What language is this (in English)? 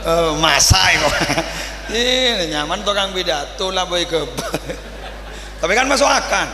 Madurese